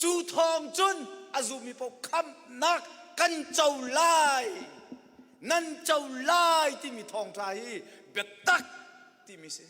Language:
Hakha Chin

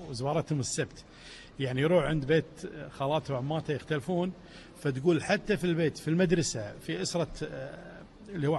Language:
Gulf Arabic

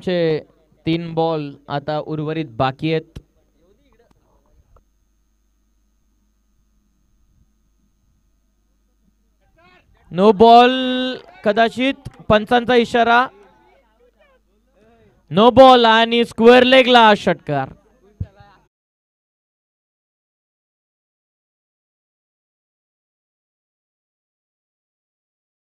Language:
Marathi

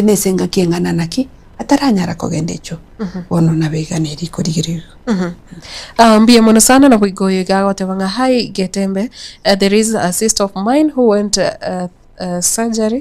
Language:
Gusii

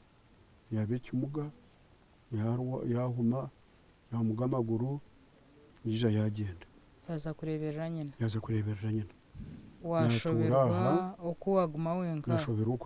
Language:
Nyankole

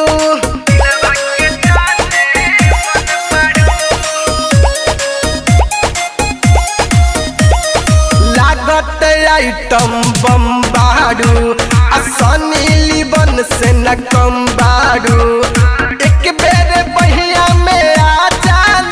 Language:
Bhojpuri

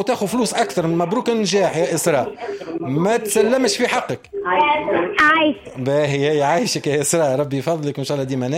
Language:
Tunisian Arabic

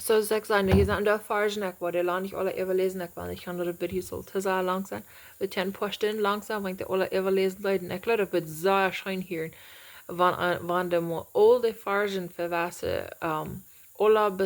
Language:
Plautdietsch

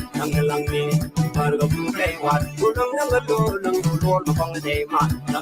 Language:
Nuer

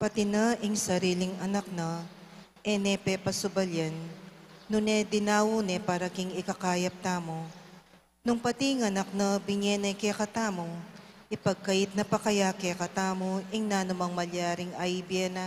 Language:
Pampanga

